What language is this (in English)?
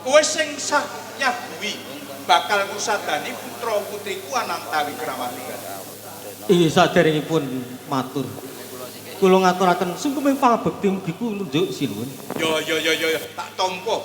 Javanese